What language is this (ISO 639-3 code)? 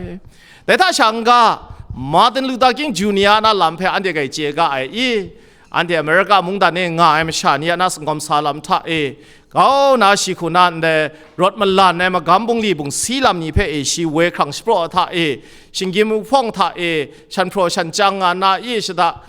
kac